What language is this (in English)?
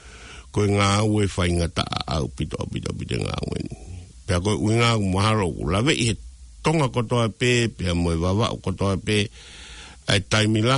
Tongan